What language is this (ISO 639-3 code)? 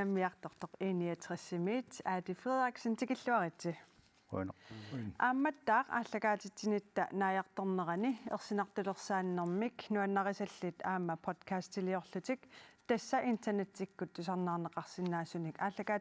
kal